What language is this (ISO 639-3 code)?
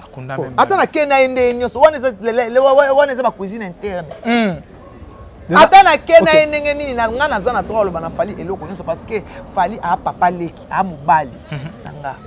lin